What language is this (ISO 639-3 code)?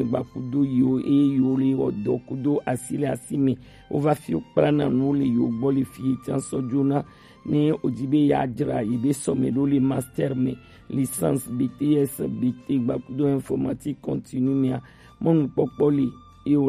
gej